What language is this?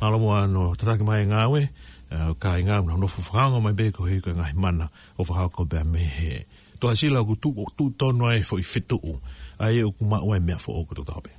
Tongan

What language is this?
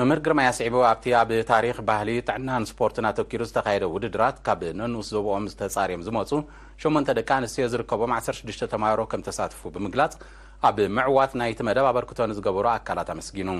Tigrinya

